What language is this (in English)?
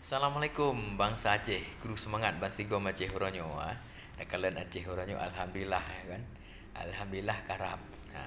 Achinese